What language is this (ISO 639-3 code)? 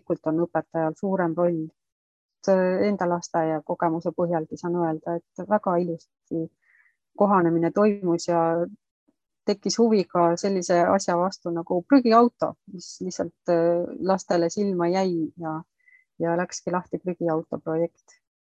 est